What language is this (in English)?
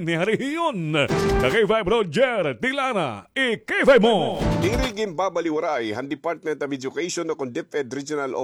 Waray